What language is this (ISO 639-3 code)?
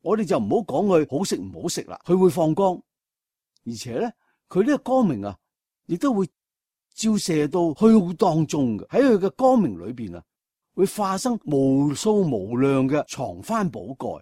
yue